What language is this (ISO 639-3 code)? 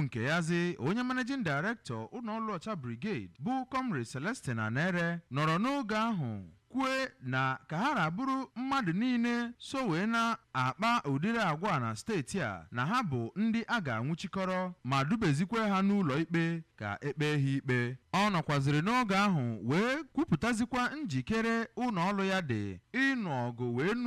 ibo